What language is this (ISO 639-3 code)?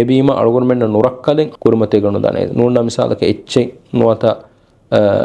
div